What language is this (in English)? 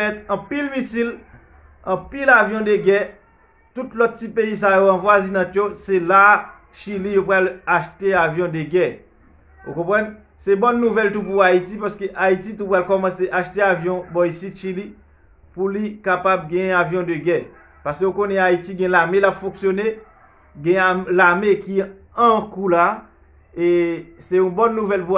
Haitian Creole